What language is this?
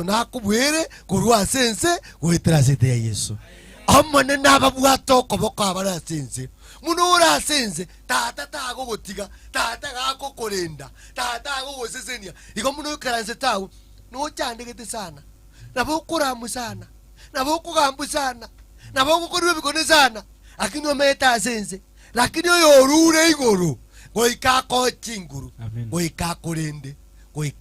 Gusii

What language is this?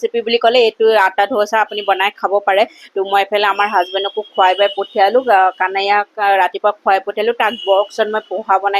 Assamese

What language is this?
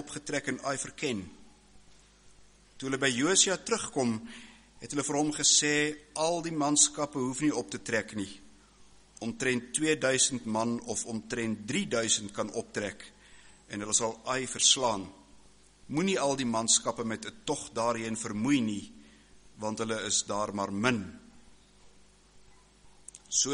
Afrikaans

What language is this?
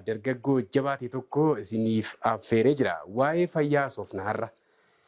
Oromo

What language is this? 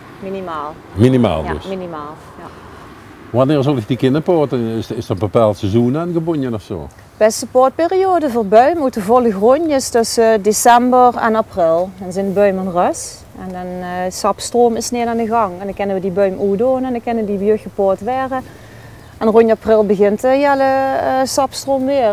Limburgish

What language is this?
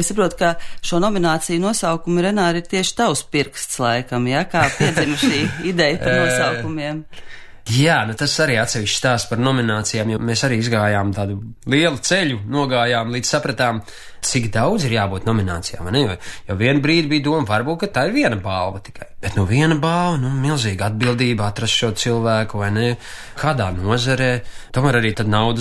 Latvian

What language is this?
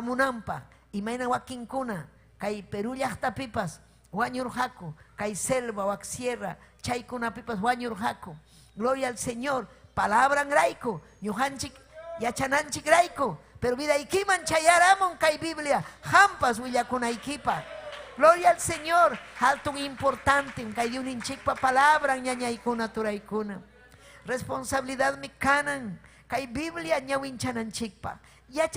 Ayacucho Quechua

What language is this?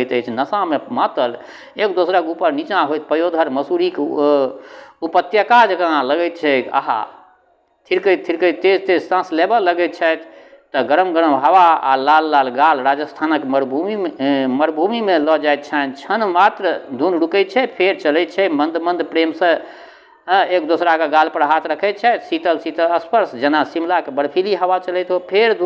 Maithili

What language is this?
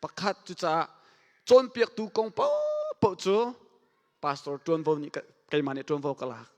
Hakha Chin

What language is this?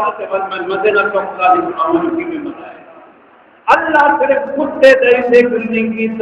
Saraiki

